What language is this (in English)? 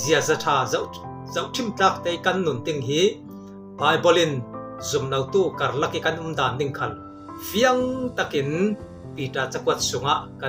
Falam Chin